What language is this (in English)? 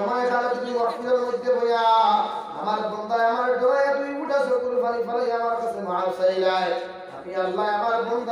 Sylheti